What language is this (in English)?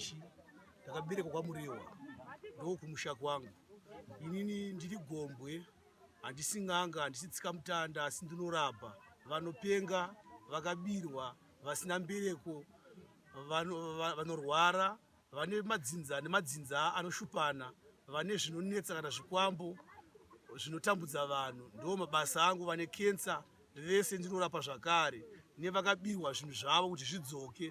Shona